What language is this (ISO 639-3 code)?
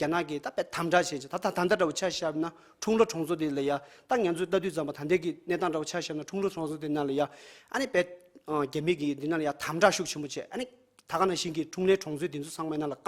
bod